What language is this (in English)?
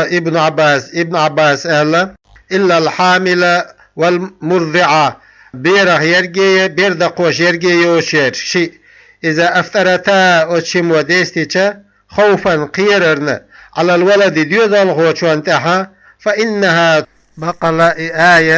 Chechen